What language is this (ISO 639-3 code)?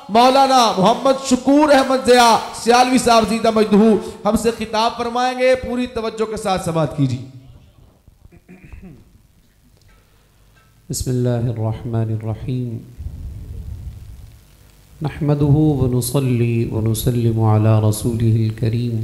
urd